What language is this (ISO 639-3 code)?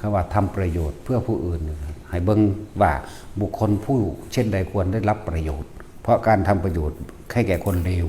tts